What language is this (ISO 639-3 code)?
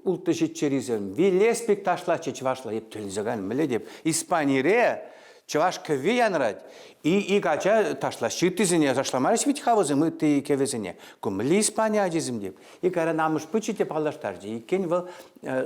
chv